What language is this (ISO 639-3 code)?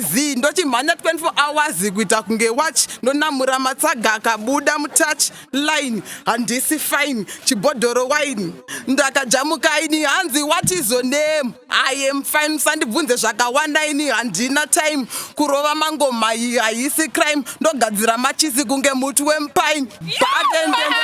sna